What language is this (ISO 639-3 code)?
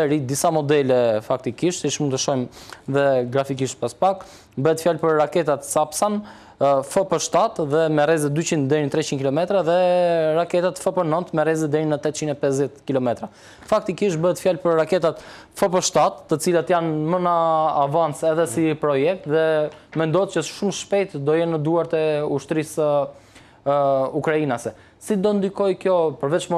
sqi